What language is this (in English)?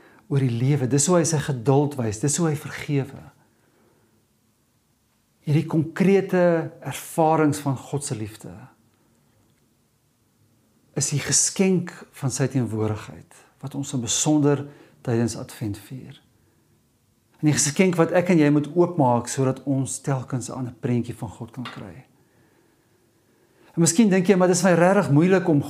Afrikaans